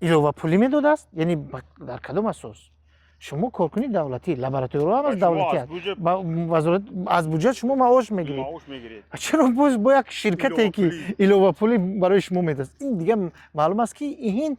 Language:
Tajik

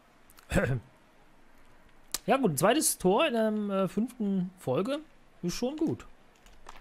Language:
German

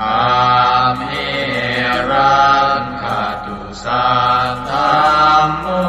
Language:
Pali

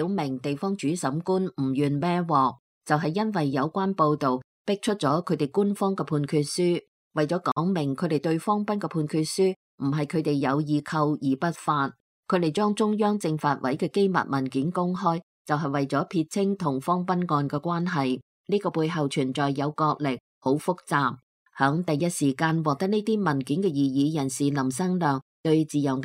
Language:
Cantonese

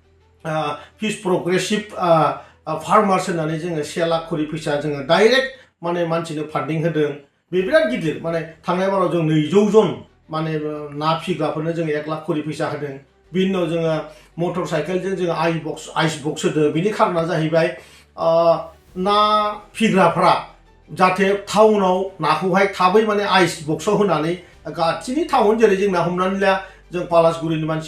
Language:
Bodo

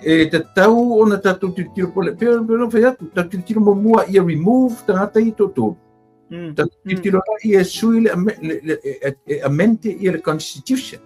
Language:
Samoan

